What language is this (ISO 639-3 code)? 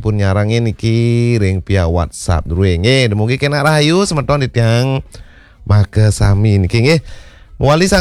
ban